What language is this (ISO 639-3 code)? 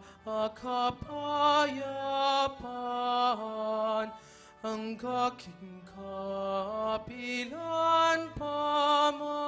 pam